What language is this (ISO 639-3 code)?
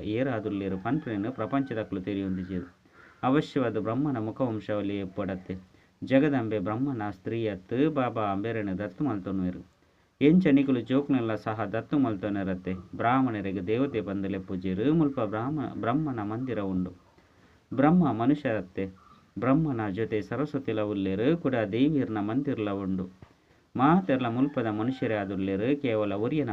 tcy